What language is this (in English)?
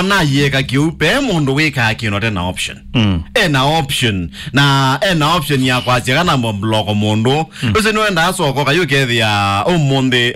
Kamba